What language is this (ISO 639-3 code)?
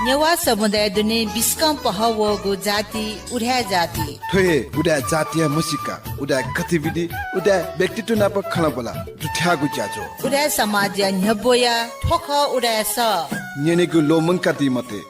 new